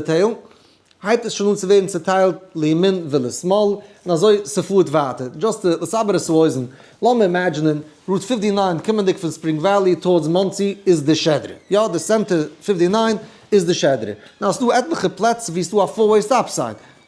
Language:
Yiddish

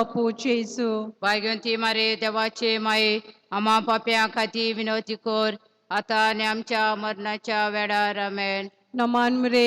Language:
Konkani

